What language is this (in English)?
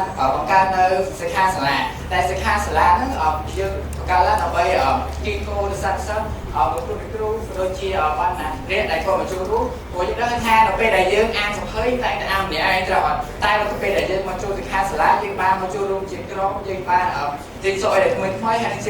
Khmer